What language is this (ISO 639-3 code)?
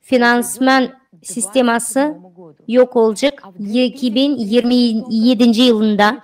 gag